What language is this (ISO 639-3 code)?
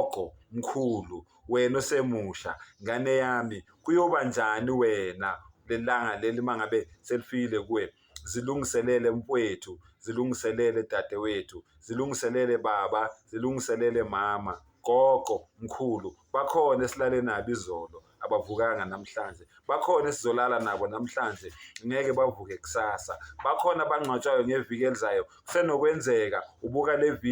zul